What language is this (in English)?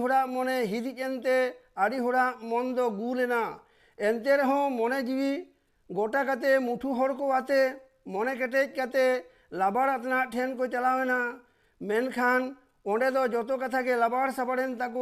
Santali